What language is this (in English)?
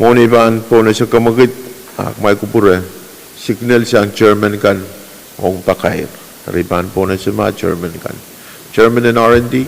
Pohnpeian